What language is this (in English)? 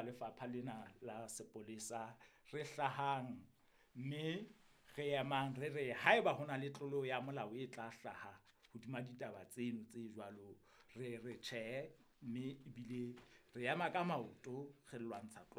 Southern Sotho